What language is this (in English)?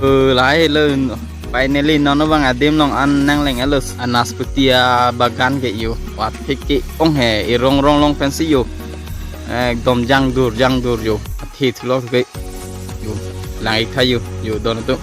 Karbi